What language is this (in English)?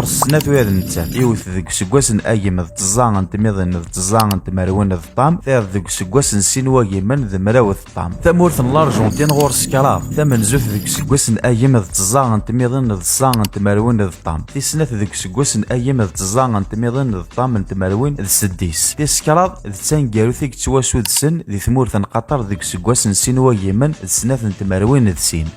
Kabyle